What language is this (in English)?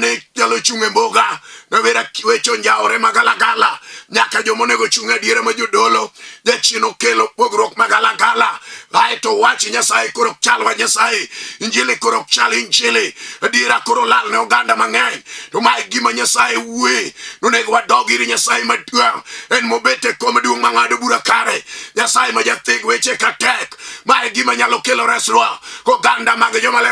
Luo (Kenya and Tanzania)